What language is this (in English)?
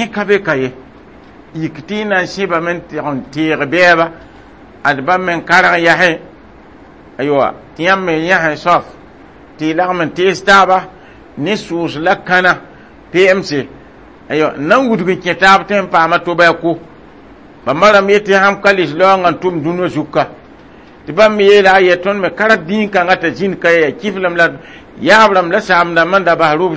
Mossi